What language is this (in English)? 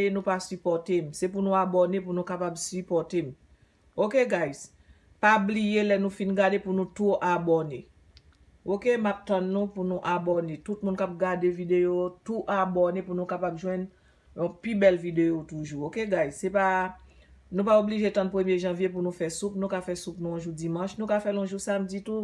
Haitian Creole